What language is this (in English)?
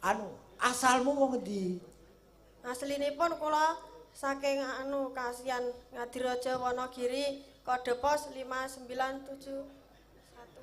Javanese